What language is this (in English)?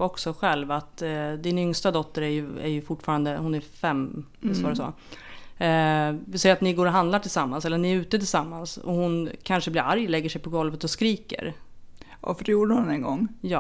Swedish